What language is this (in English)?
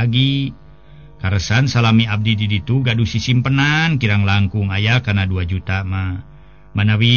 Sundanese